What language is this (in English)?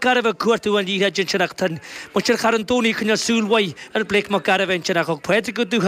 Irish